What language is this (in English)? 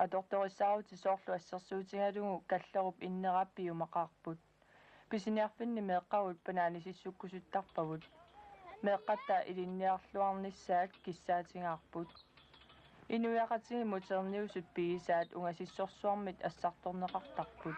Kalaallisut